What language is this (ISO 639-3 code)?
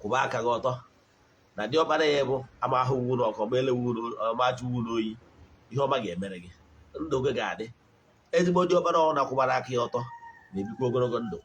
ibo